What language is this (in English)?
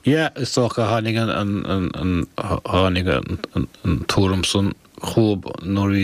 Irish